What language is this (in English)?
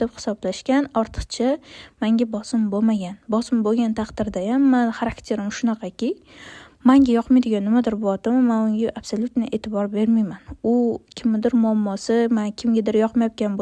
Uzbek